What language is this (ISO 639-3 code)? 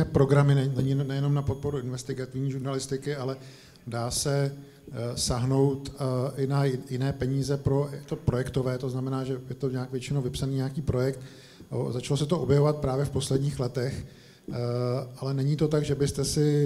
ces